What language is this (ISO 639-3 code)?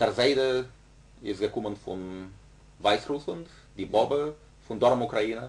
yid